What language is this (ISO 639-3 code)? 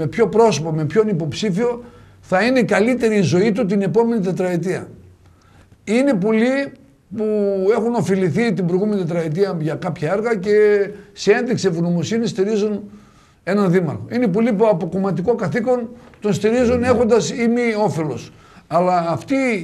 ell